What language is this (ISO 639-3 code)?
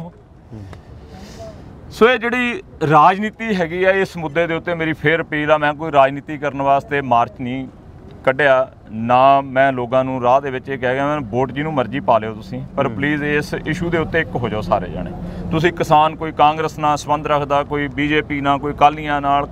pan